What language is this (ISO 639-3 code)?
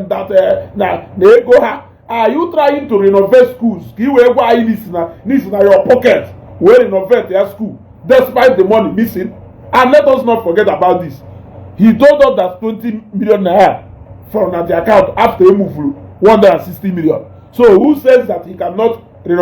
ibo